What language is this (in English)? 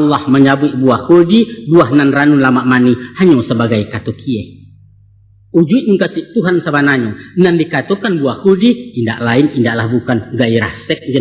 Minangkabau